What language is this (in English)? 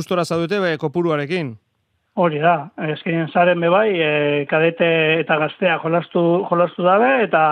Basque